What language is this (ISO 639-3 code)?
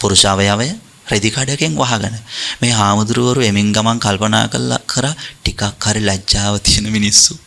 sin